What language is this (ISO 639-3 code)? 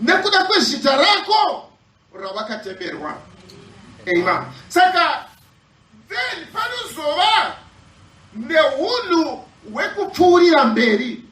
sna